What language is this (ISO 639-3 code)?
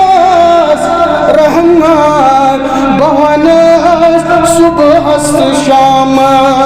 kas